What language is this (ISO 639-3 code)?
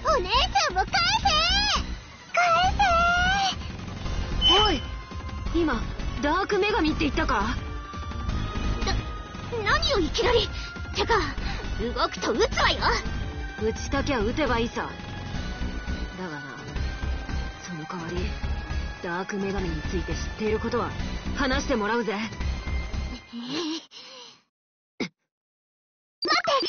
jpn